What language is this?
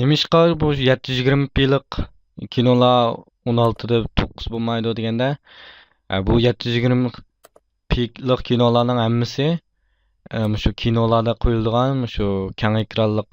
Uyghur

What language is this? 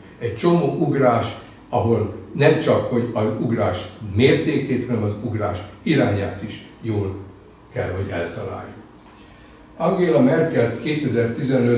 Hungarian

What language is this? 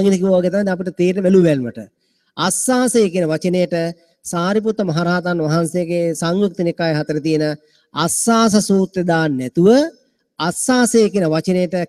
Sinhala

